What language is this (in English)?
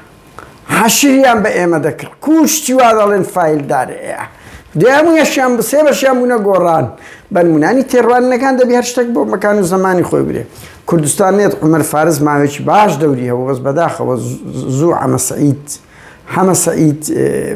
Central Kurdish